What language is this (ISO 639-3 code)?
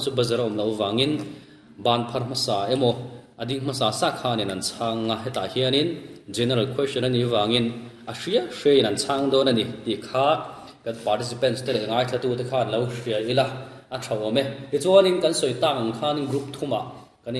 lus